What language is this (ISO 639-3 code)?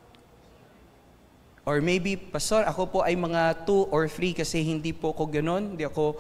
fil